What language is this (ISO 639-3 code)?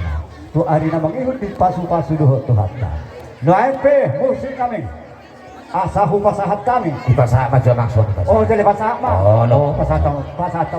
bbc